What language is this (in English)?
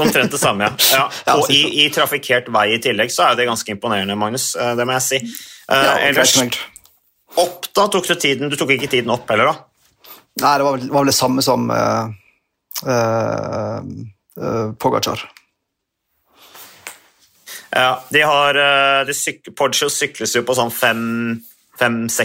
Norwegian